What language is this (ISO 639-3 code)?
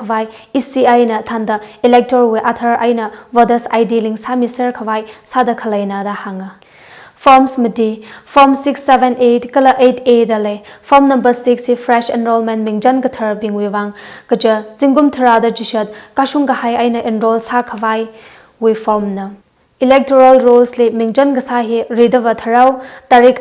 nmf